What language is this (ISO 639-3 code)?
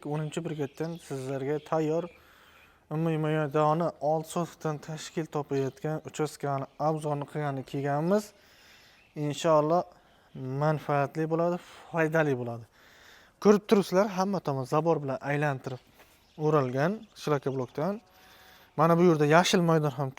uzb